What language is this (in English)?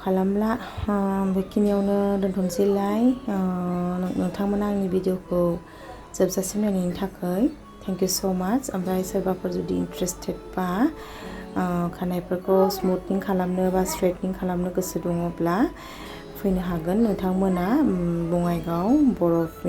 Bodo